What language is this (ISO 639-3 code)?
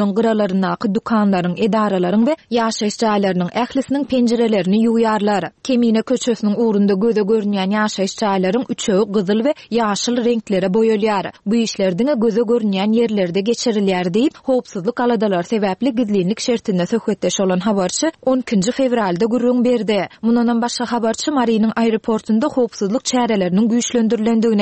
tuk